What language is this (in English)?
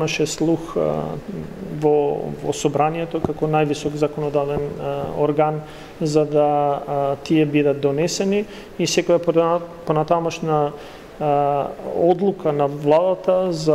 Macedonian